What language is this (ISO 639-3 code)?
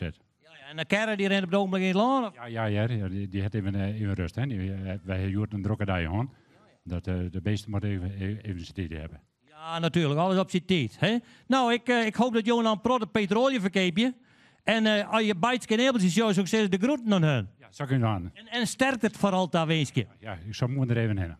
fry